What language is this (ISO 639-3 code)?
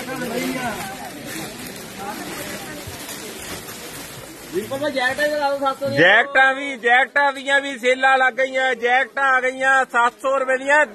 pan